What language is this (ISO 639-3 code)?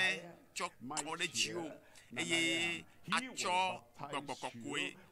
ewe